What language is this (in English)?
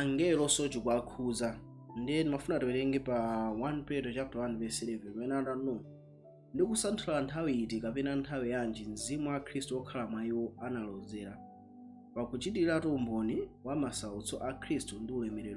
Nyanja